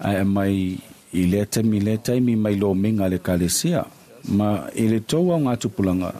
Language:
Samoan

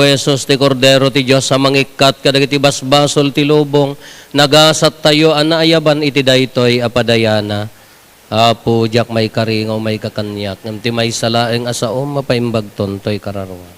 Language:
Iloko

